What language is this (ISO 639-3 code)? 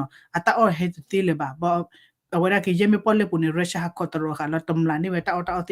ksw